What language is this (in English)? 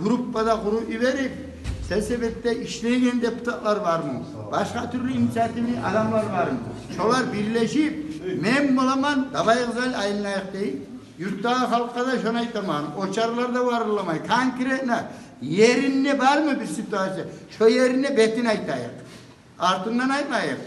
Kumyk